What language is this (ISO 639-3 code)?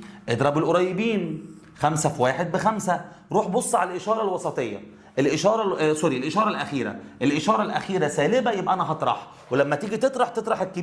arz